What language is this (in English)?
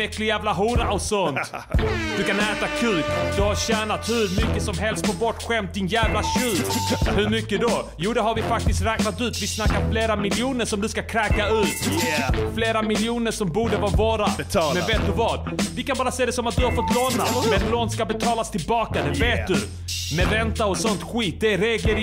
Swedish